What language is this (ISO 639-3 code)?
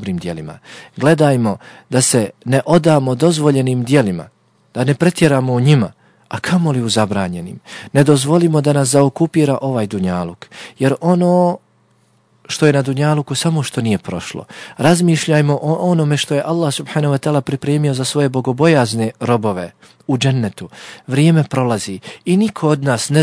bos